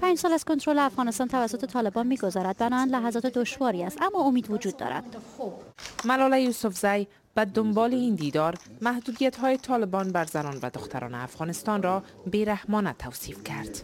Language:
Persian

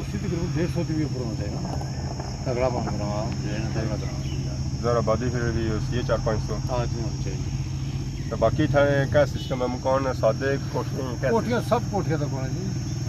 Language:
Pahari-Potwari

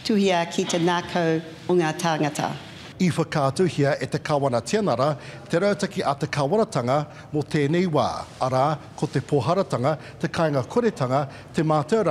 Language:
Māori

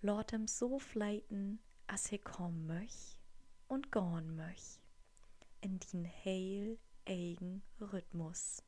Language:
Low German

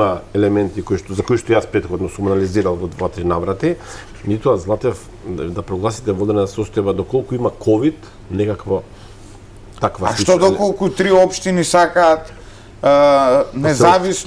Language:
Macedonian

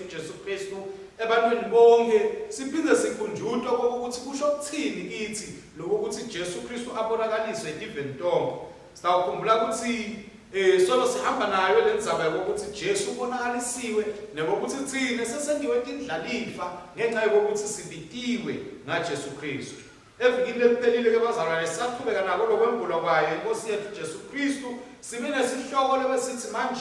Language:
Swati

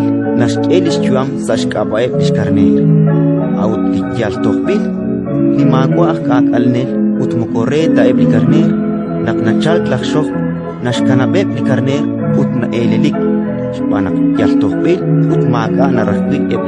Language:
Kekchí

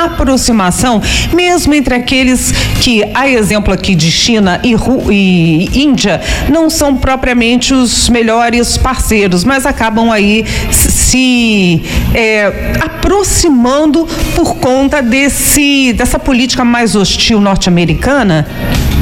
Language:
Portuguese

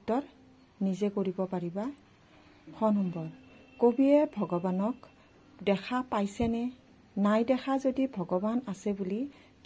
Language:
Assamese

